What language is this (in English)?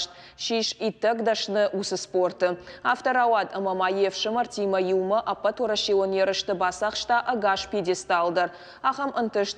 Ossetic